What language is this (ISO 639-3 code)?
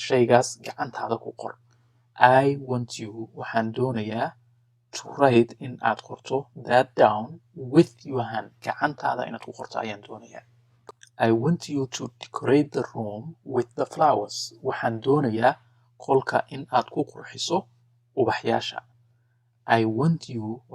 som